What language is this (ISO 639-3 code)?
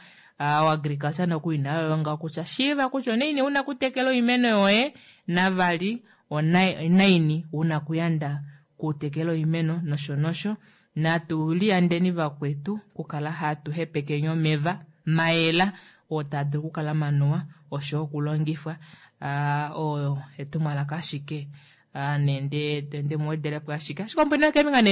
kua